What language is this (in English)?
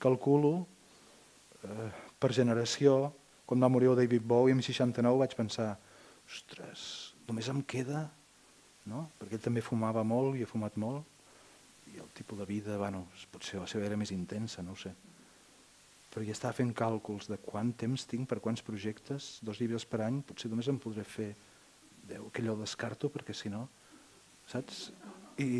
Catalan